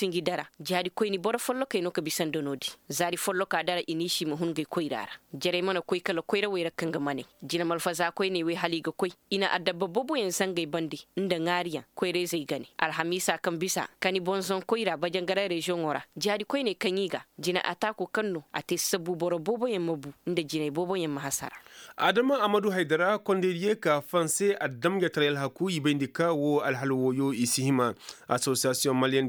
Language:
Koyraboro Senni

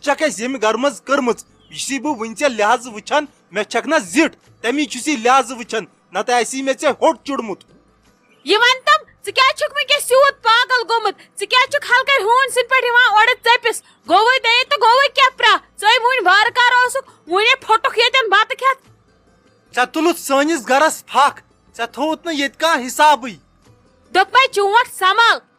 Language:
Kashmiri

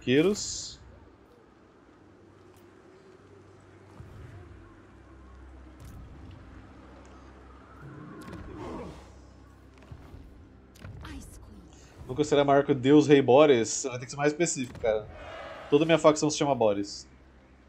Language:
Portuguese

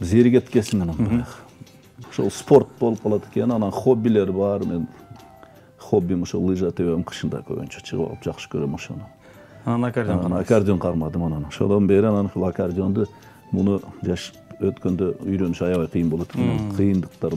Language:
Kyrgyz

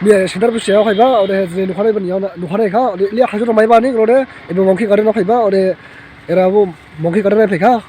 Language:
Dimasa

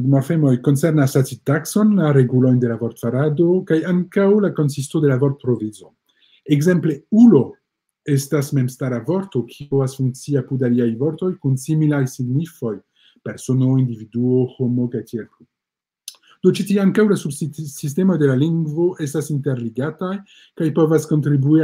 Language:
Esperanto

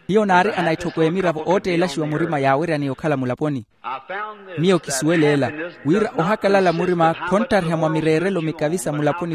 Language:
Makhuwa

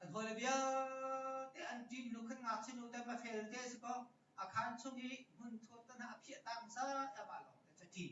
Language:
Hakha Chin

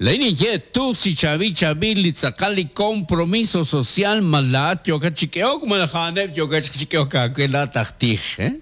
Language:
Kekchí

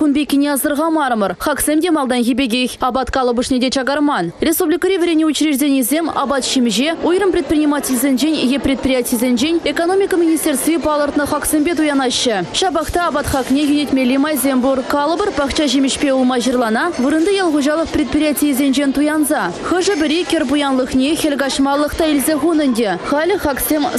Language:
Chuvash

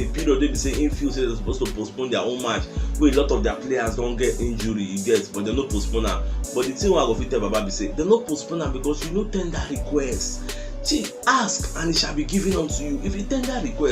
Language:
Nigerian Pidgin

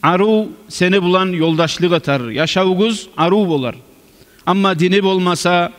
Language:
Kumyk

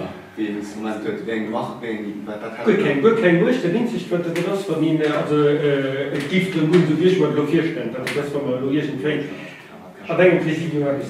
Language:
Luxembourgish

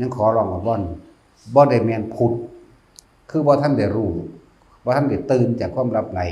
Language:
Lao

